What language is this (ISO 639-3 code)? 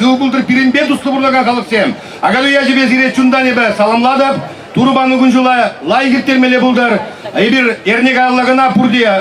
chv